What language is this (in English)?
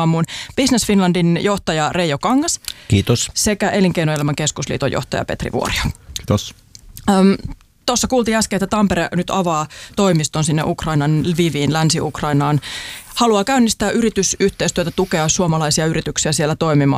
Finnish